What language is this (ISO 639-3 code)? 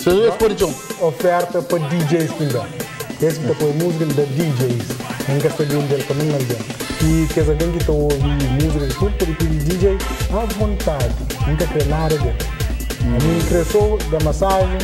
kea